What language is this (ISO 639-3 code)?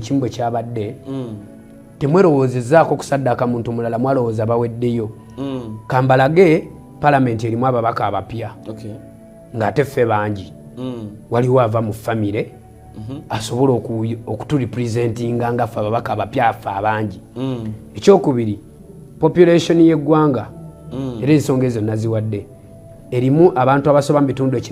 lug